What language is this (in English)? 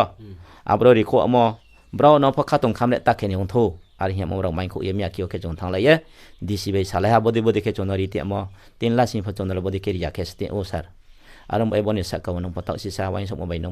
Riang (India)